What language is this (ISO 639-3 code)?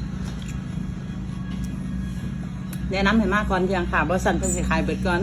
lao